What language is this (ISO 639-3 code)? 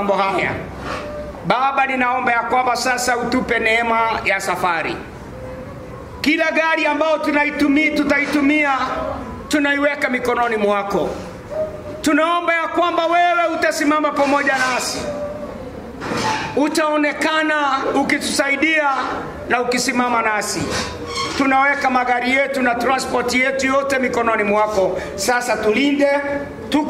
swa